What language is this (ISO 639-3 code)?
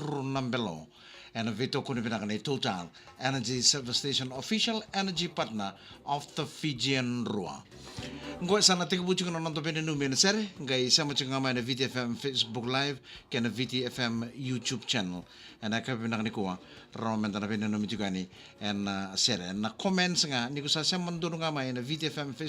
fij